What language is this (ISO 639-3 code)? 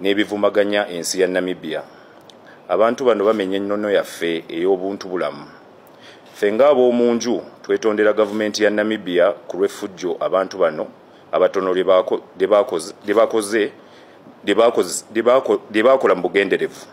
lug